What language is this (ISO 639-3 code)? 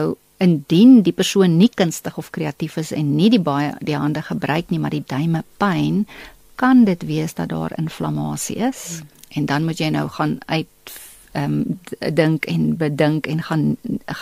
afr